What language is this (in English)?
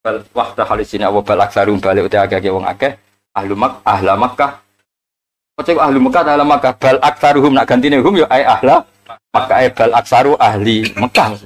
Javanese